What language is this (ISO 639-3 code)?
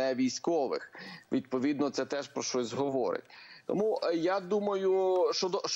ukr